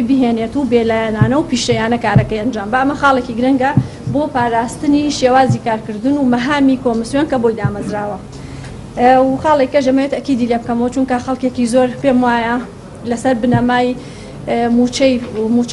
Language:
Central Kurdish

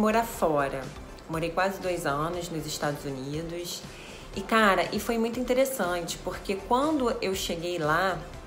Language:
Portuguese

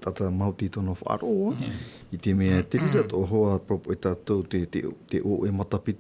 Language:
Tahitian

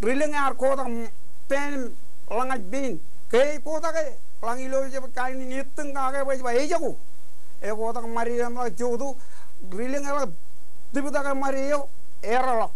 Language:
Marshallese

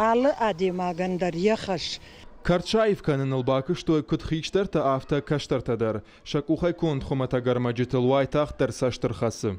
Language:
Ossetic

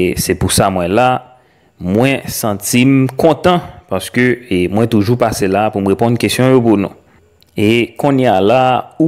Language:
Haitian Creole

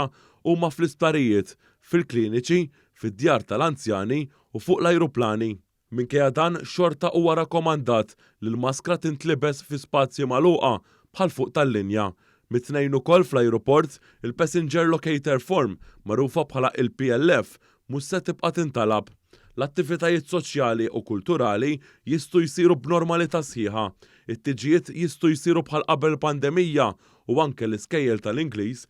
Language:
Maltese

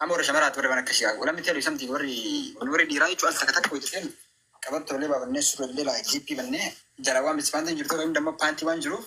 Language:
Oromo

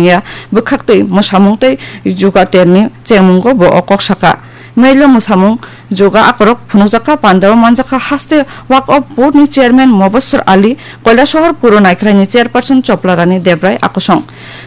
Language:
Kok Borok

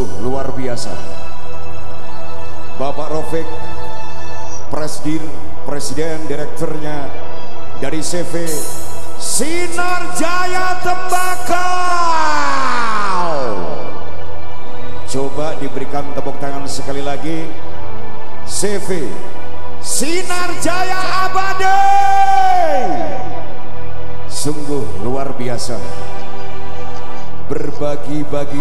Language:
Indonesian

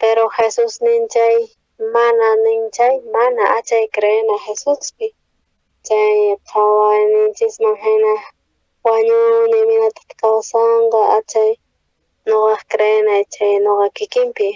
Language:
South Bolivian Quechua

